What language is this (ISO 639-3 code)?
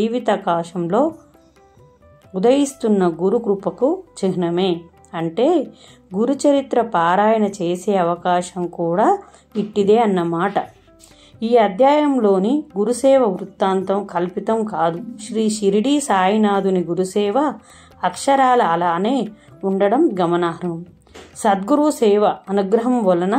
tel